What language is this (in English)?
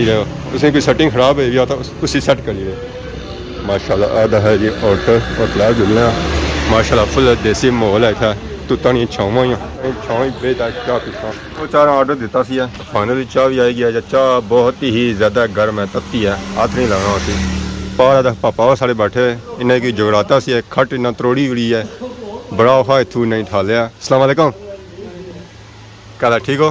Pahari-Potwari